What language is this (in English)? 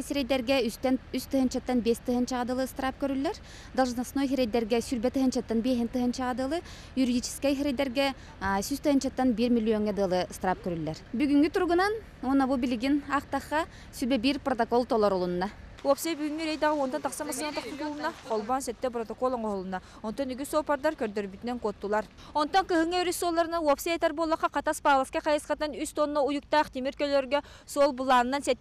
Yakut